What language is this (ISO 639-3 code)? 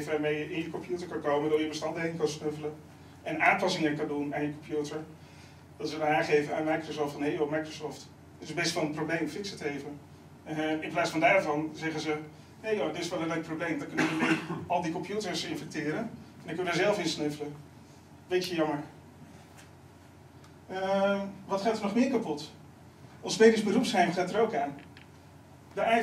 nld